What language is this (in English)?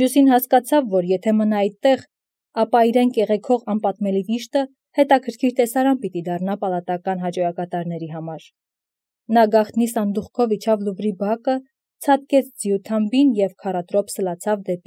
Armenian